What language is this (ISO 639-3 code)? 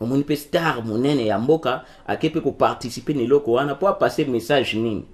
lin